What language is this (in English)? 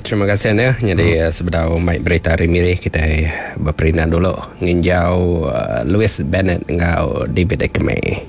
Iban